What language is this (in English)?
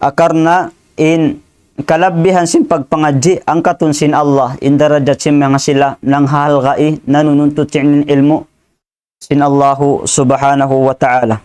Tausug